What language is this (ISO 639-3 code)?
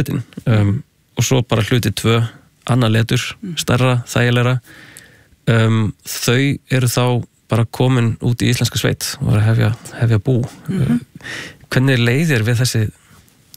isl